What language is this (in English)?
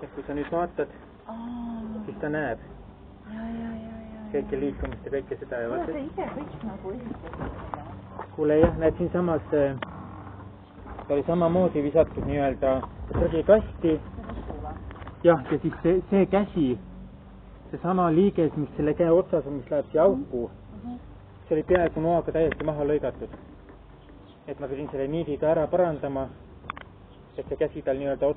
Estonian